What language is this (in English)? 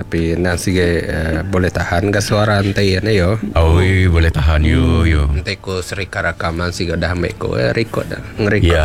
Iban